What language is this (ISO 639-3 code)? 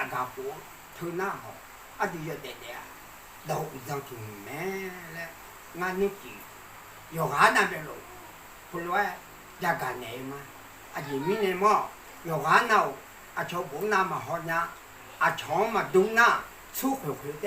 ahk